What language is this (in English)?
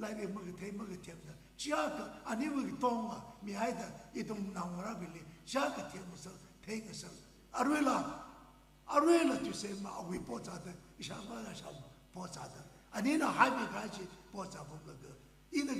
Tangkhul Naga (India)